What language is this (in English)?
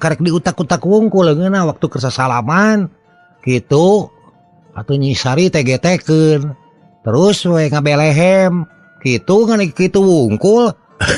Sundanese